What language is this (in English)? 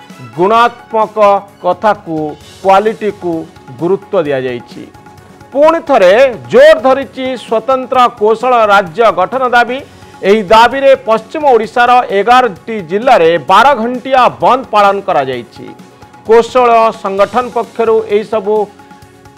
Odia